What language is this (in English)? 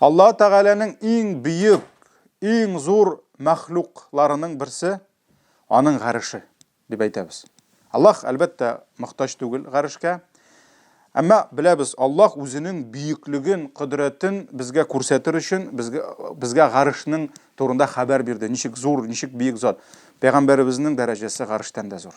Tatar